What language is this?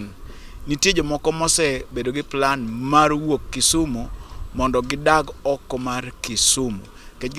Luo (Kenya and Tanzania)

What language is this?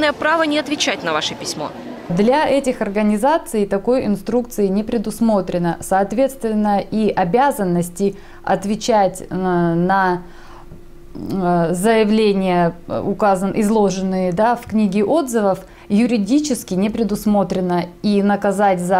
Russian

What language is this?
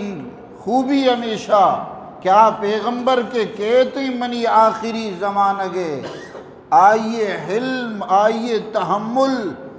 Eastern Balochi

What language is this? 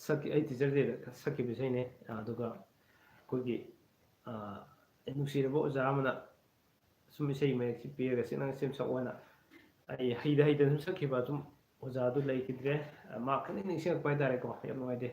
Manipuri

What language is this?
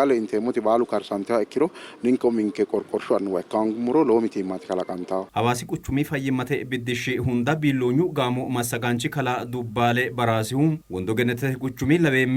Sidamo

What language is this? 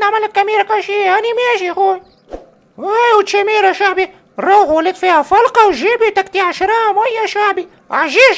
Tunisian Arabic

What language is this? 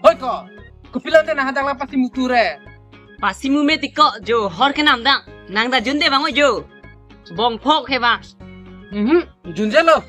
Karbi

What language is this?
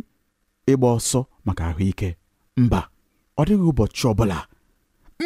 Igbo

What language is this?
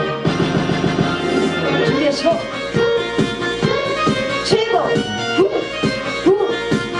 Korean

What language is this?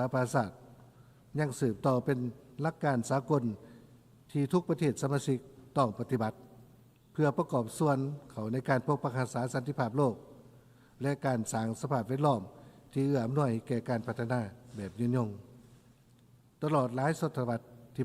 Lao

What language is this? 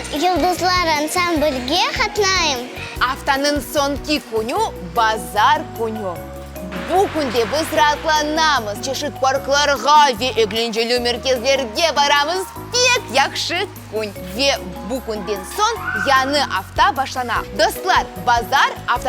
Crimean Tatar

